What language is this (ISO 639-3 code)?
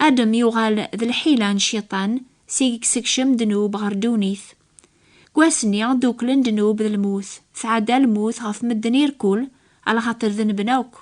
kab